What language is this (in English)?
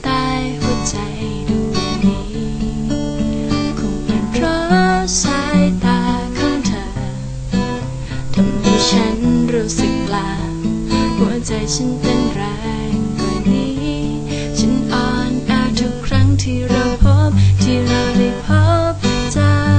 Thai